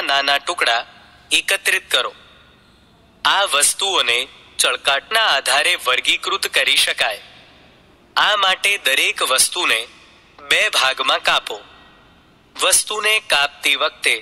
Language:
Gujarati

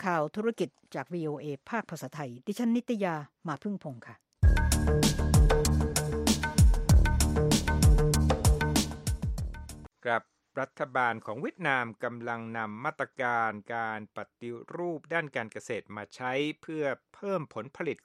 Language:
Thai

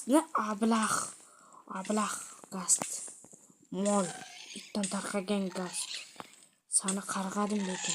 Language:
Uzbek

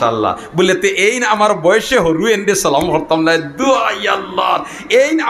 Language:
Sylheti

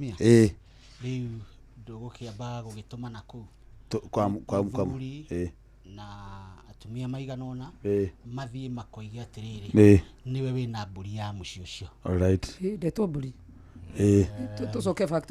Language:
Kikuyu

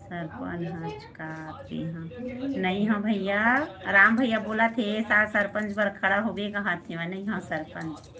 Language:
Chhattisgarhi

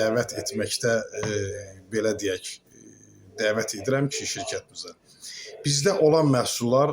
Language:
Azerbaijani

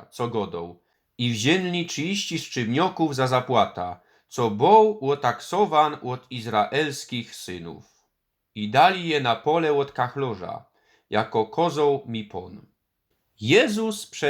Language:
Silesian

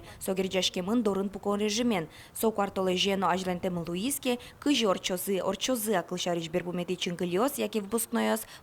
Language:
Udmurt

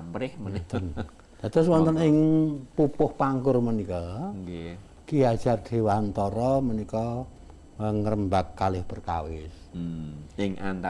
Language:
Javanese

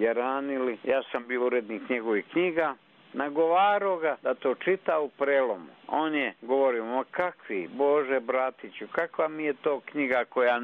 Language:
Serbian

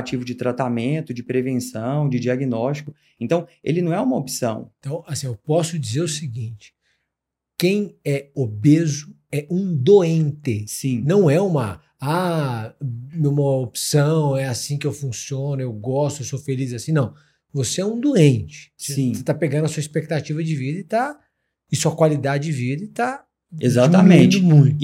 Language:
Portuguese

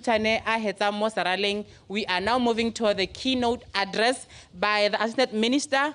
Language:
Tswana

